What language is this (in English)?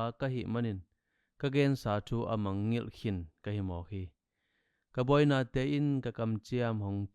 Tedim Chin